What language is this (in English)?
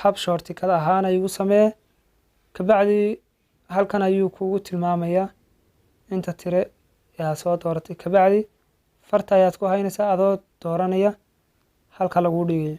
Somali